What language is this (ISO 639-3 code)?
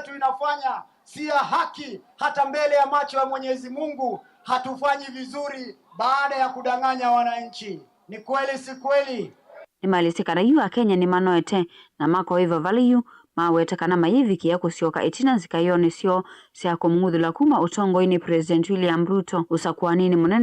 kam